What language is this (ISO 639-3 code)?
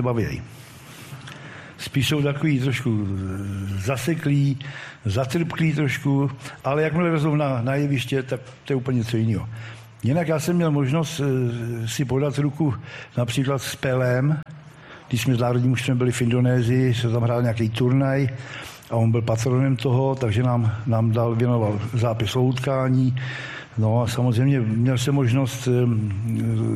ces